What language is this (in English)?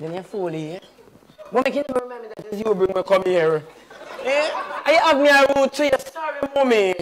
Jamaican Creole English